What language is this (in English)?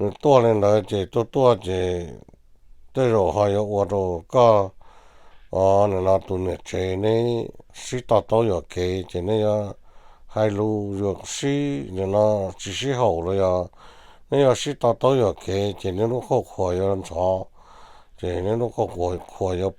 Hmong